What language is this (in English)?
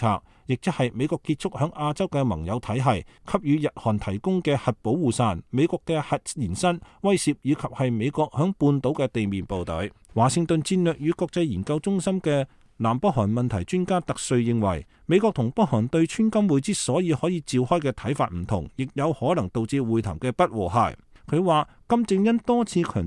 Cantonese